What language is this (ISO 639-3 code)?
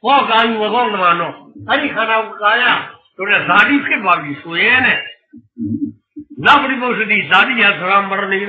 mya